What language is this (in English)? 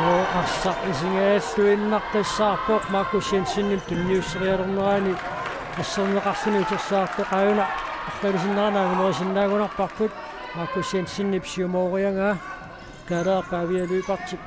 Kalaallisut